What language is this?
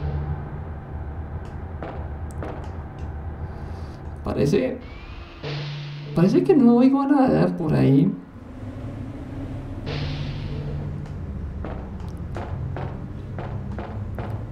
Spanish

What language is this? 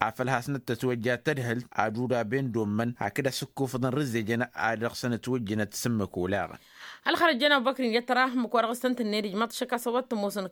Tamasheq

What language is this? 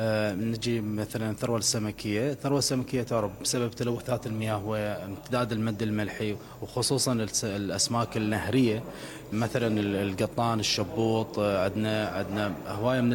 Mesopotamian Arabic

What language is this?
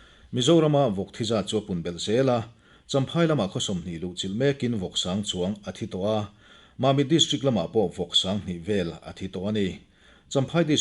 Mizo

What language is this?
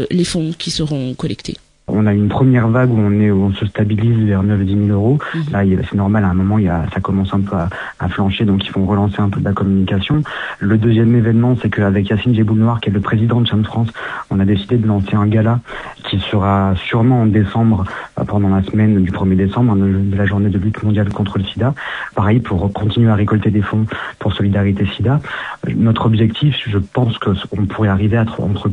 French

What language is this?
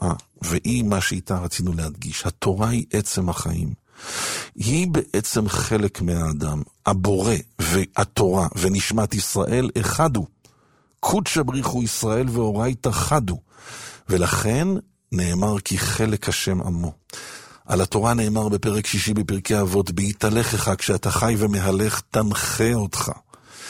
Hebrew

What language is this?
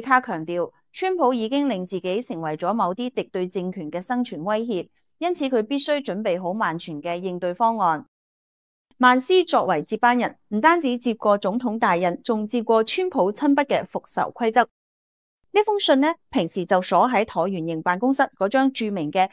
Cantonese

